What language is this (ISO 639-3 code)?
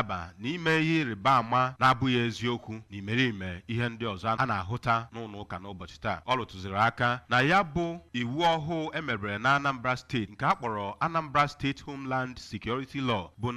ibo